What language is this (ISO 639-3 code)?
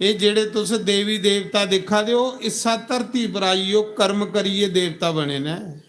doi